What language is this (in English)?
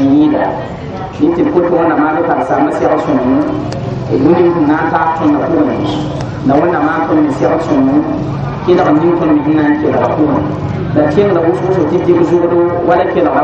Mossi